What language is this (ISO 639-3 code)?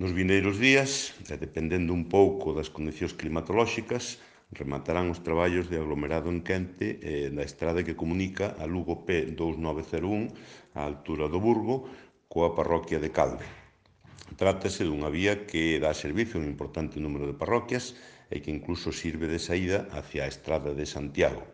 glg